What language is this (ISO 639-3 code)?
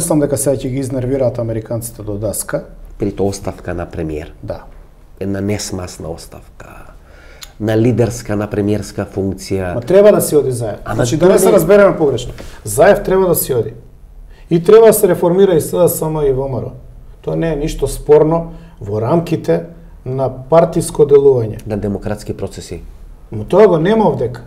mkd